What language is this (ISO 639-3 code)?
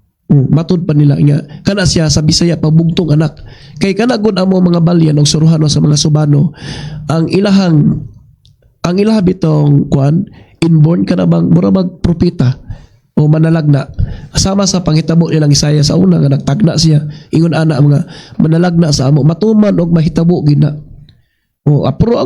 ceb